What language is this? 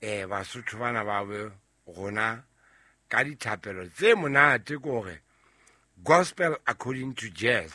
Southern Sotho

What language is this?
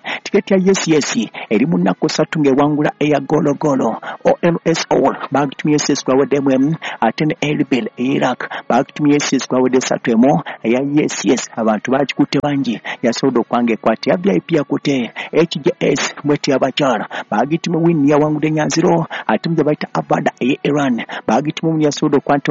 Ganda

